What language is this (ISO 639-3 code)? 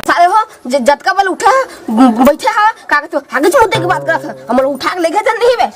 hne